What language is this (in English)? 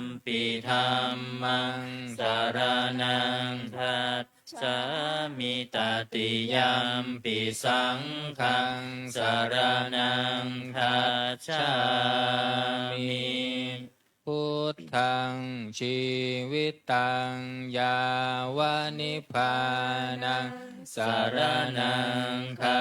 Pali